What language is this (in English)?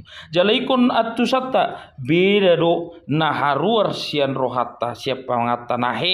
Batak Toba